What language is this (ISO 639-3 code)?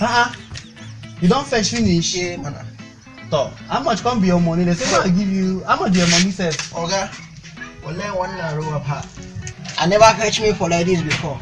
pcm